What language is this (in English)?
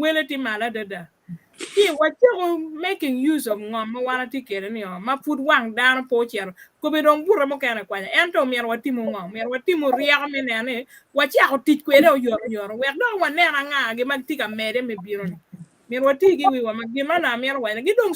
Acoli